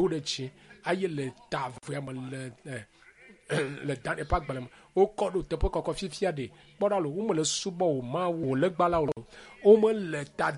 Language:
Ewe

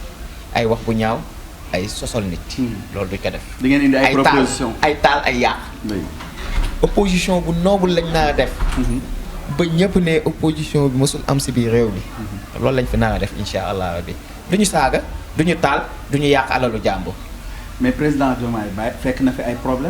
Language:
Wolof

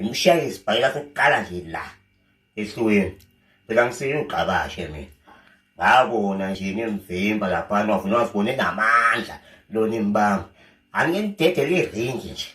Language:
Zulu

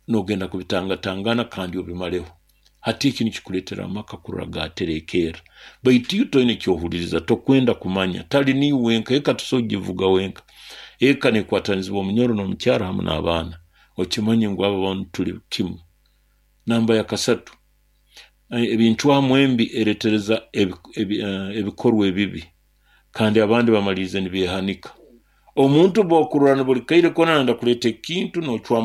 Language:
Nyoro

